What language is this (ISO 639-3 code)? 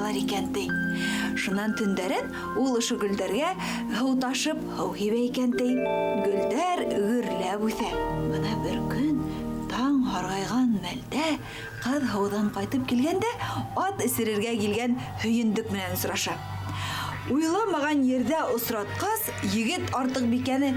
bak